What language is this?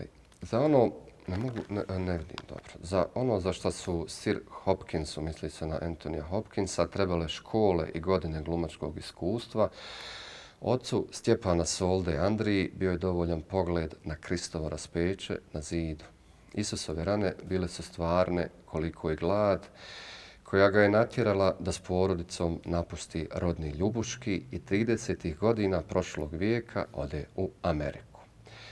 Bosnian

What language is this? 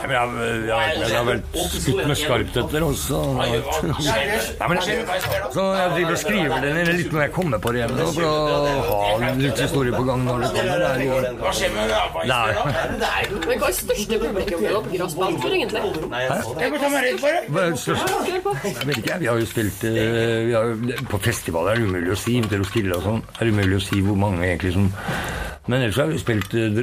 Norwegian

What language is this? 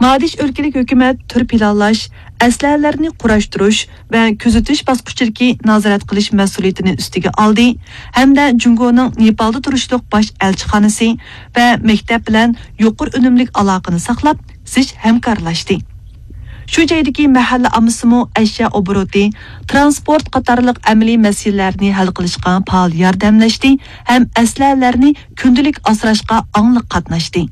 Uyghur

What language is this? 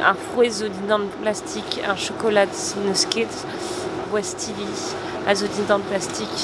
Breton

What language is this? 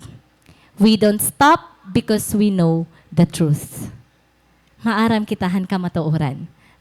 Waray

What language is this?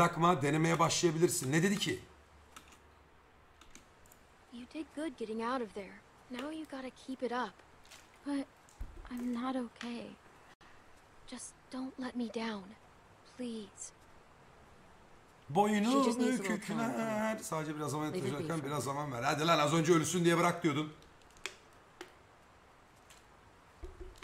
Turkish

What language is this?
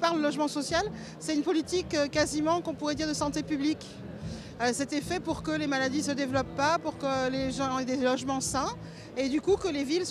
French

